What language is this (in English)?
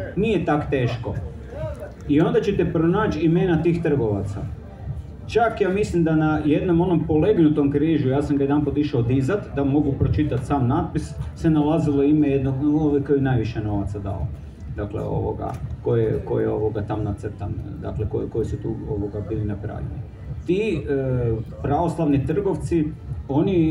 Croatian